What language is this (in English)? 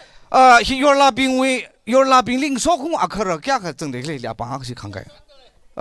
Tangkhul Naga (India)